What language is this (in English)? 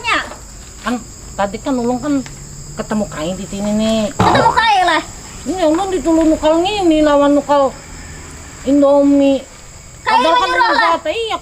Banjar